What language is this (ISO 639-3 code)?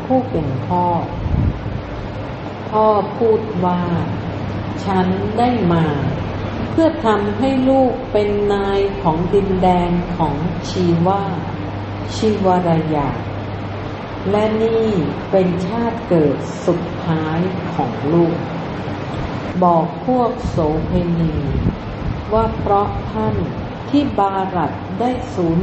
tha